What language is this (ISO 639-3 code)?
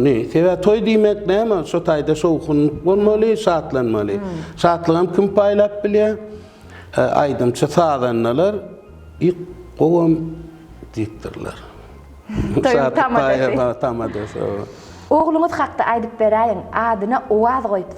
tuk